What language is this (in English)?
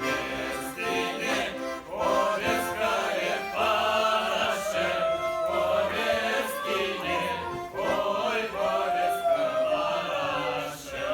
Chuvash